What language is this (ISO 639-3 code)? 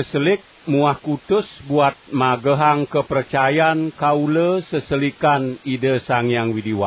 ban